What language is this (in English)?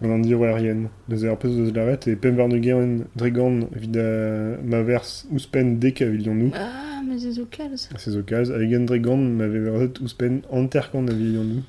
Breton